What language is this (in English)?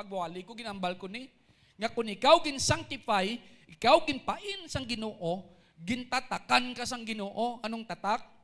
Hiligaynon